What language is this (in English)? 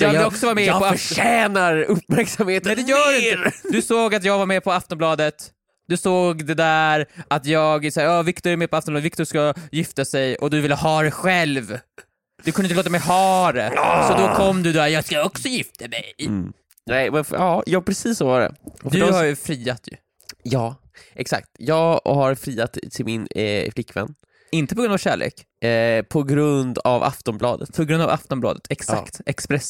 Swedish